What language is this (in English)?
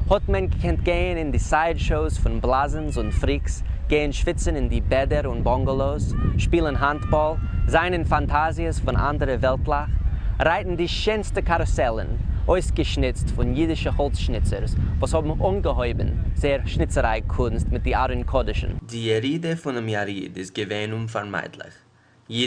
Yiddish